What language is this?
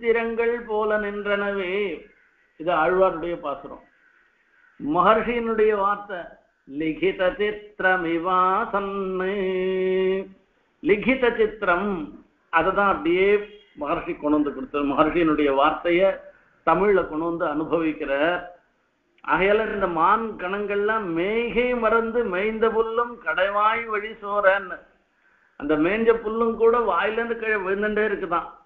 Tamil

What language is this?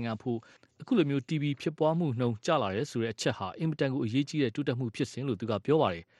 Burmese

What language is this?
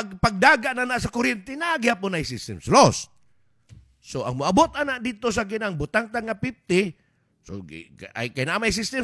Cebuano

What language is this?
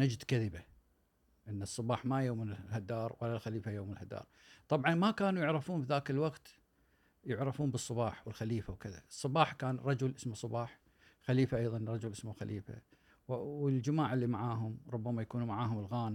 Gulf Arabic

